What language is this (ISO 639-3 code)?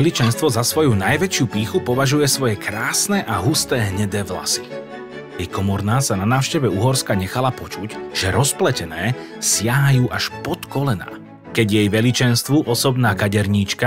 slk